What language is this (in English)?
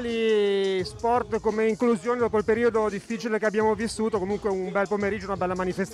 Italian